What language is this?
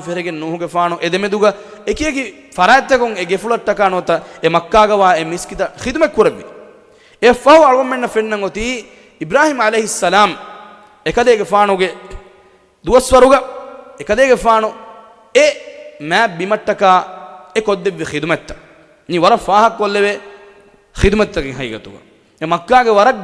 Divehi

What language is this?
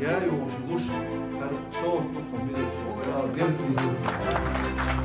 Chechen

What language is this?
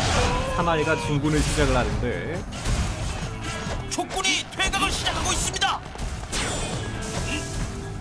Korean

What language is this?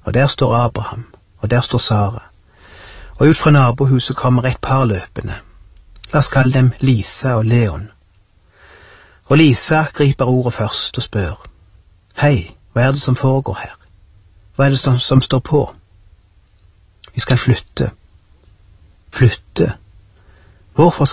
Norwegian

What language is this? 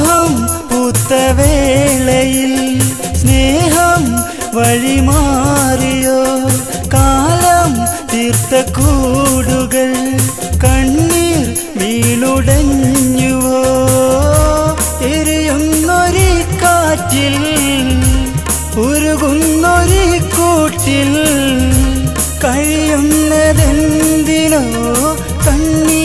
Malayalam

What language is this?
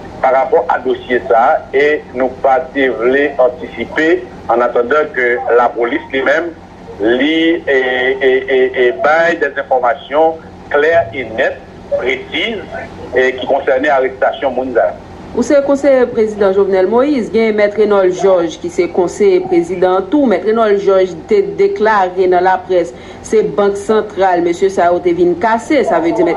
Haitian Creole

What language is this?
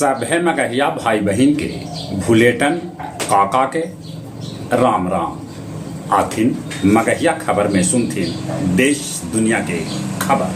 Magahi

